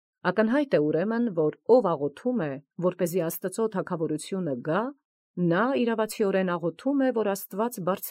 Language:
Armenian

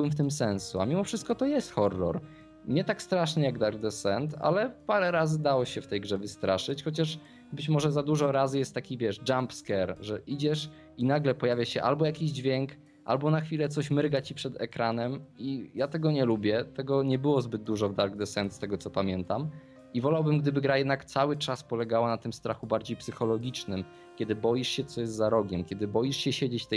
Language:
Polish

